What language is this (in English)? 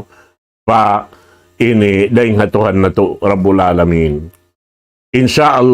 Tausug